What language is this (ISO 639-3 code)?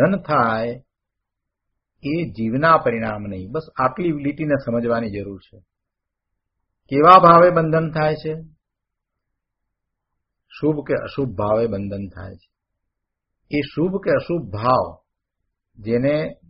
guj